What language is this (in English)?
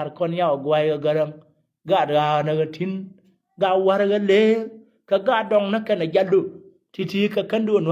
Nuer